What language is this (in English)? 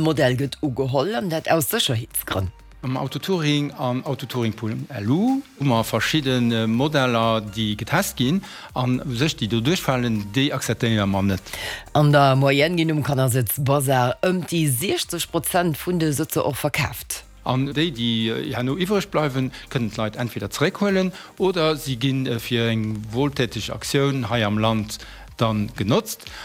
Luxembourgish